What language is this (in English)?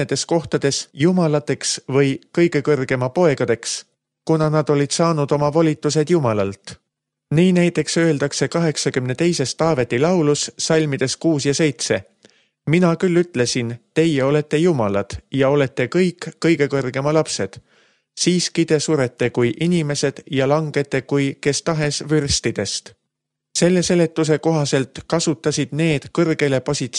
Estonian